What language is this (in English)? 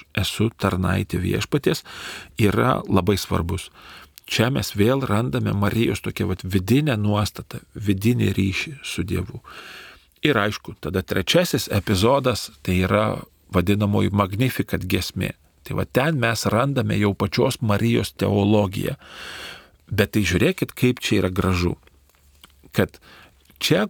Lithuanian